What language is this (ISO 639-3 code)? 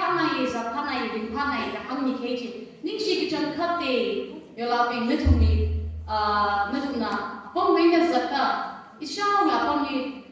nmf